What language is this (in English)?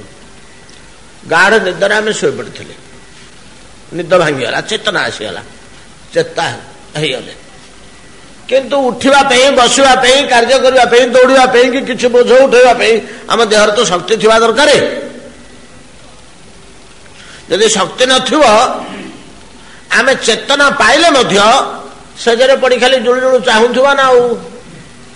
Odia